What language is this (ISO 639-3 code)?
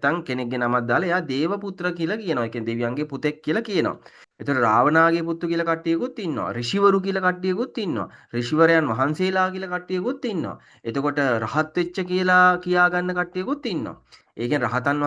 sin